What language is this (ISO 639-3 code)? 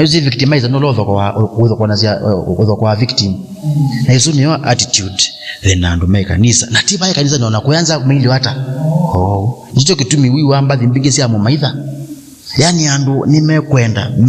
kam